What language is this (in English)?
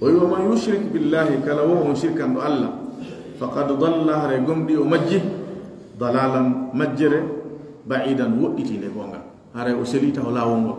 Pular